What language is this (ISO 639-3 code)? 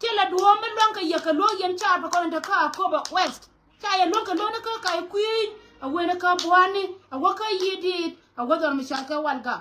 nus